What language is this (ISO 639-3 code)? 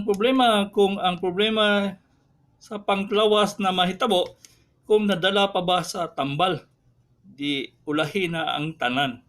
ceb